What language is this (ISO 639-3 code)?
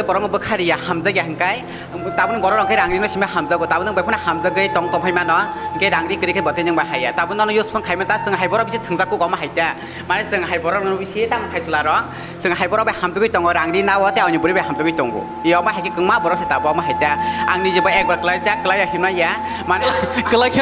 trp